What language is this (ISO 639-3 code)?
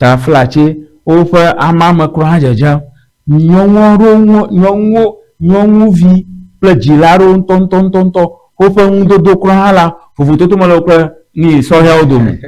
ewe